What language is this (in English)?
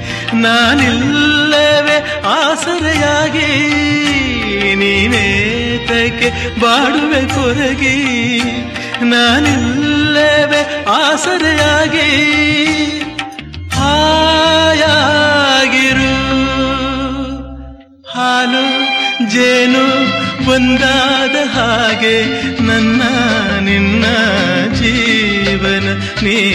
Kannada